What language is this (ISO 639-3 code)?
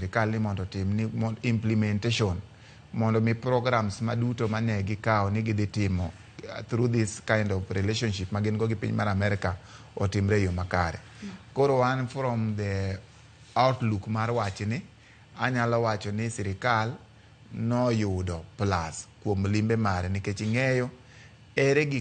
luo